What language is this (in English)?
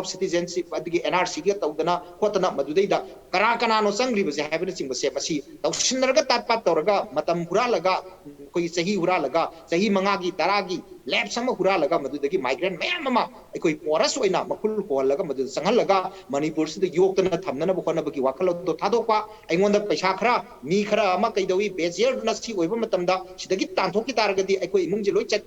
Manipuri